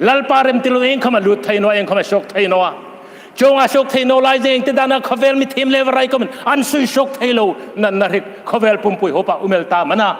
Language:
Hmar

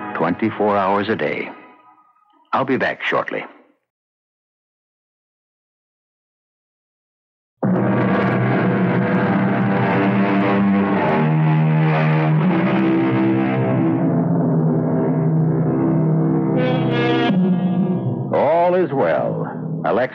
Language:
English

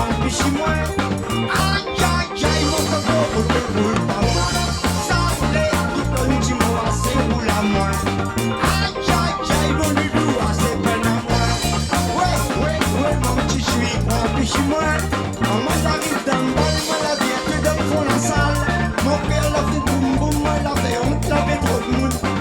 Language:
Réunion Creole French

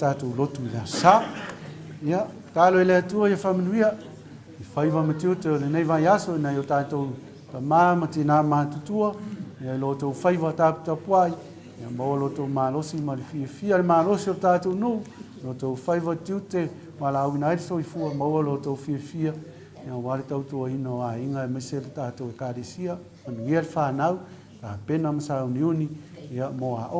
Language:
Samoan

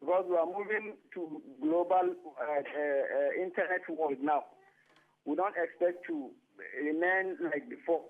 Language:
Nigerian Pidgin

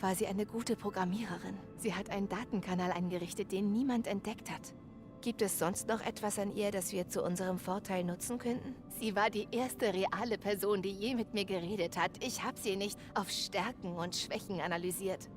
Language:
Bavarian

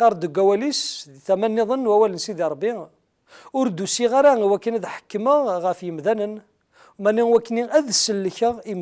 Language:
Kabyle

